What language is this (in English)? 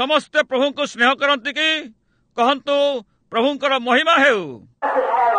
Odia